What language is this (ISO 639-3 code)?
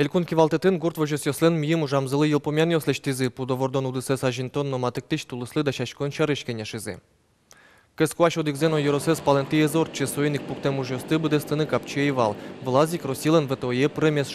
udm